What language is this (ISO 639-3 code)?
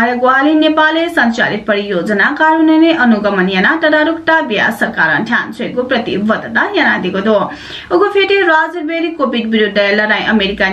new